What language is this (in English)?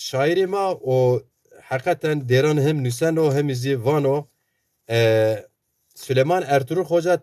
Zaza